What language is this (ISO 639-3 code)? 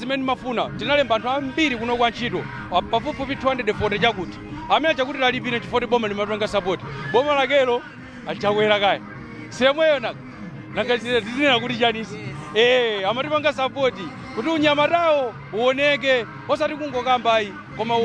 nya